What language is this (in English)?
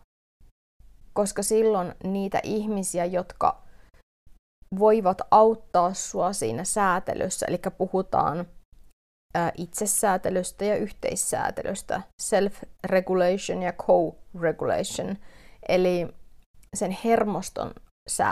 Finnish